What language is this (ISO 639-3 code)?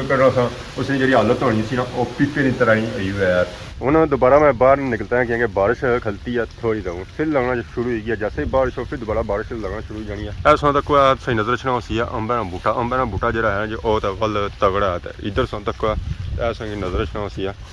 phr